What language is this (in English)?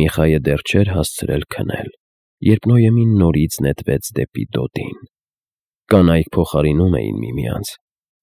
Armenian